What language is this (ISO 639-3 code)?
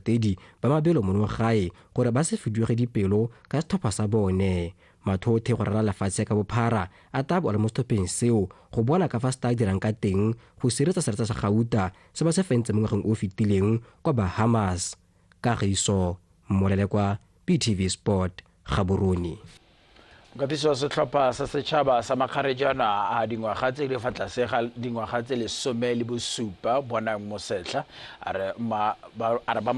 tsn